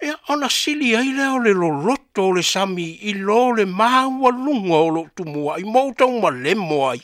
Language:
Samoan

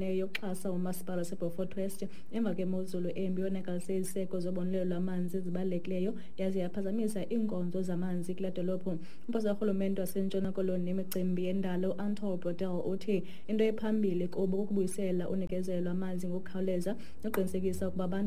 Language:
Xhosa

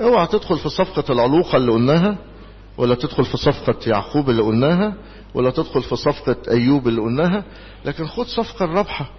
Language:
Egyptian Arabic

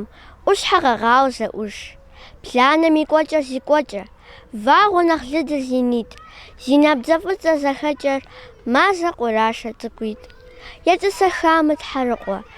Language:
Kabardian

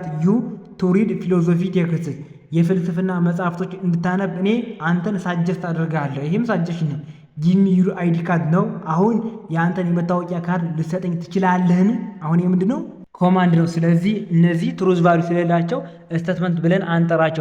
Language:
Amharic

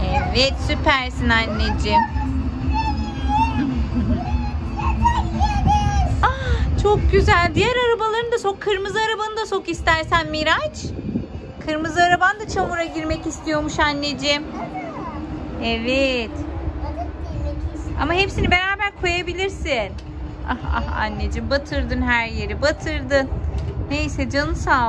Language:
Turkish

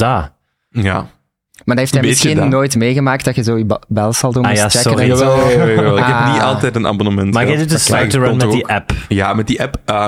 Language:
Dutch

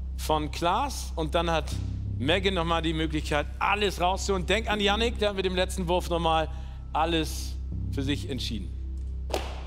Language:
German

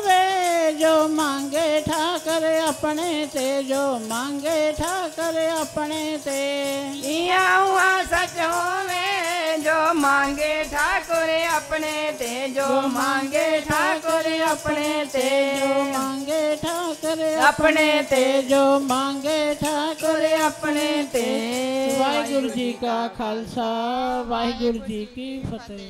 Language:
Punjabi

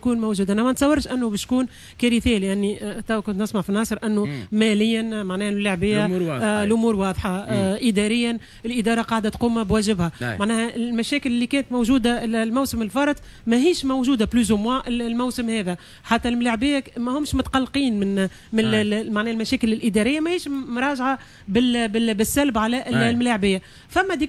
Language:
Tunisian Arabic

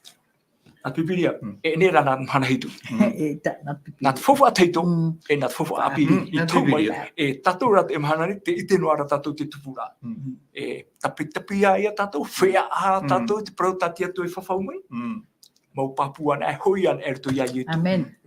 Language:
Tahitian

